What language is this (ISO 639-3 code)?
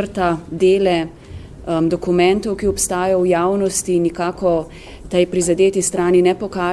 slv